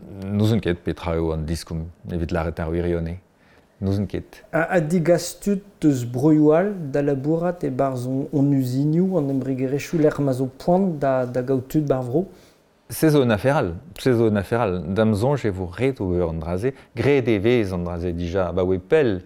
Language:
Breton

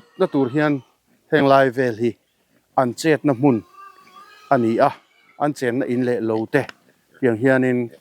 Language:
Mizo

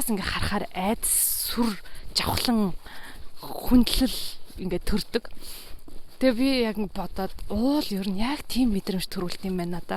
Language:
Mongolian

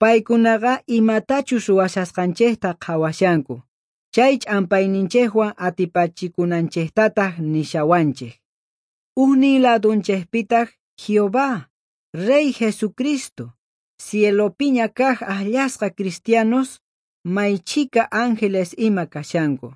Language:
South Bolivian Quechua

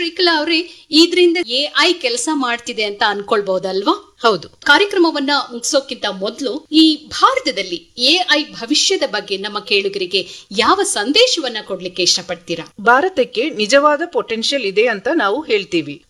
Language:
Kannada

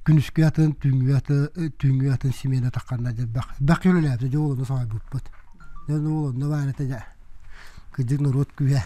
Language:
Yakut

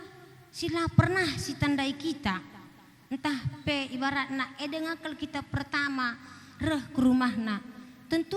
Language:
Batak Karo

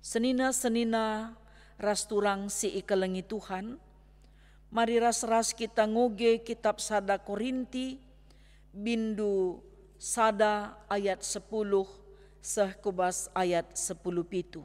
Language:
Batak Karo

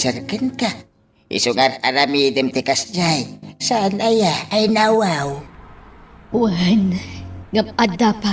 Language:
Iloko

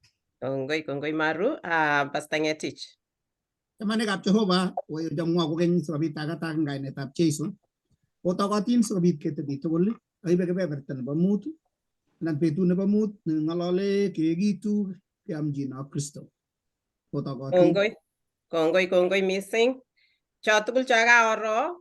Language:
Kalenjin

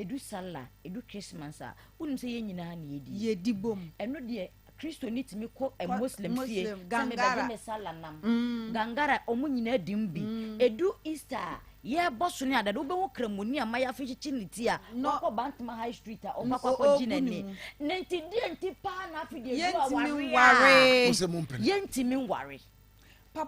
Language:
Akan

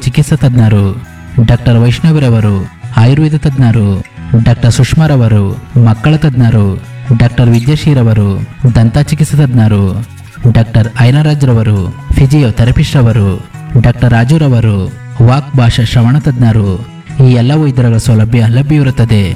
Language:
Kannada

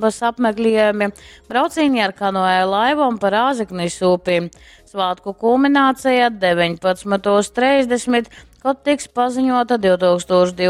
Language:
Latgalian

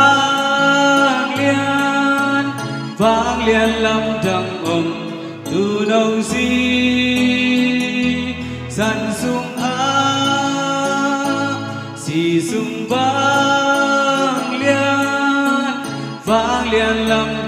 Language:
Tedim Chin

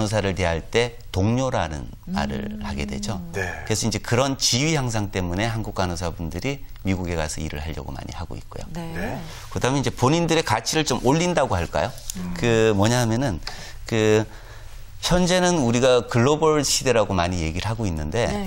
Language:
Korean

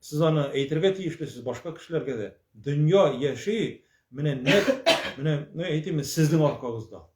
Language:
Tatar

